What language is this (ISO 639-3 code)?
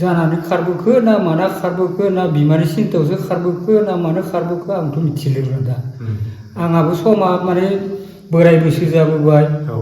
brx